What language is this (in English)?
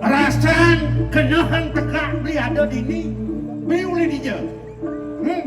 Balinese